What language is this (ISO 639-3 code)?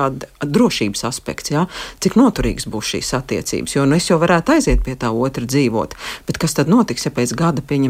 lav